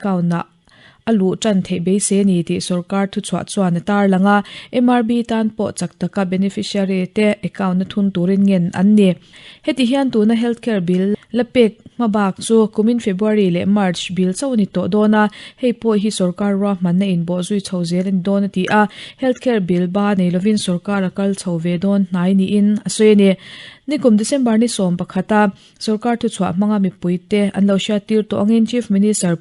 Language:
Mizo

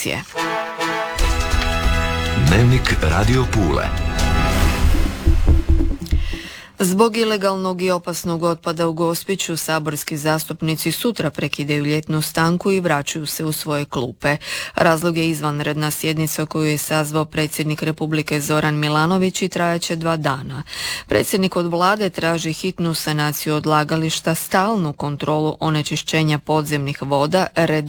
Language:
Croatian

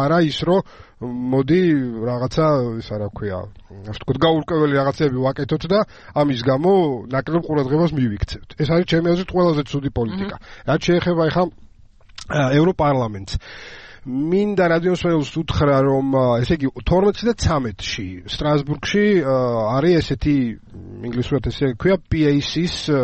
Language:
Georgian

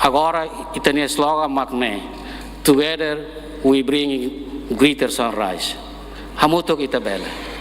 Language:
Tetum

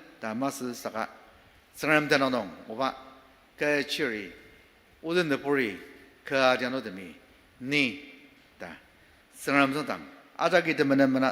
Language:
Ao Naga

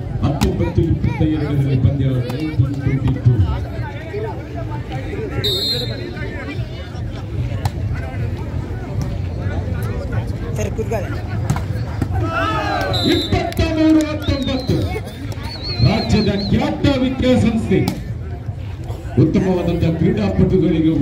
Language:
Kannada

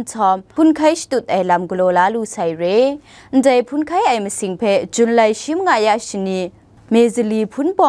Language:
Kachin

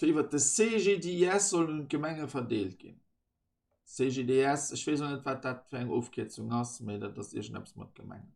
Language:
Luxembourgish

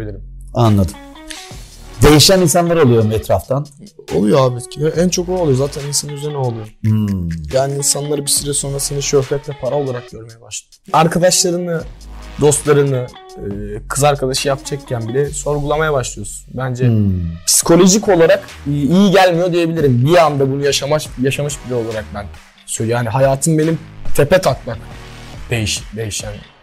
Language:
Turkish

